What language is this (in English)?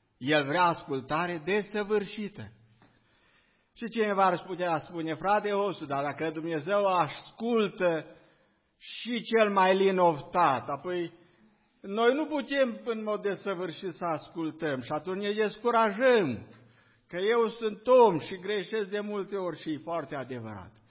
Romanian